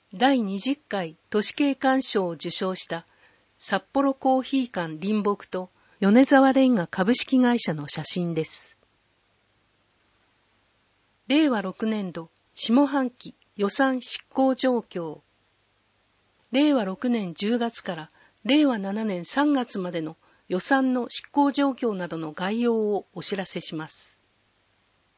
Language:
Japanese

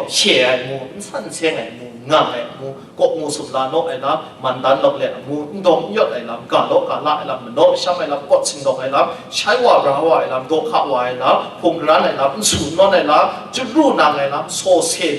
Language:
Kachin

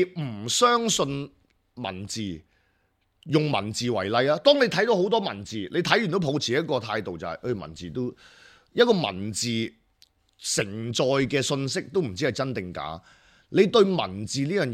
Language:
Cantonese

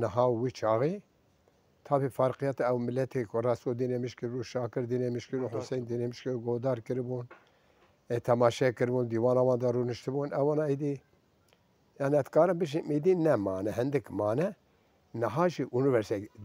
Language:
Kurdish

